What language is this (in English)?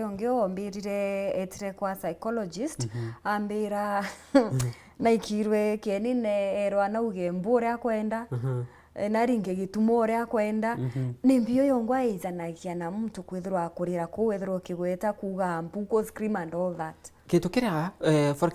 Meru